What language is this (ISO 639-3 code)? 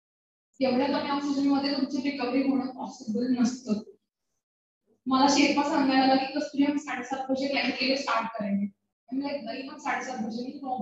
mar